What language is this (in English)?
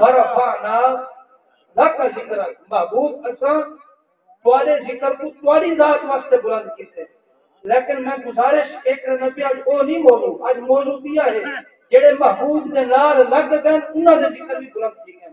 Saraiki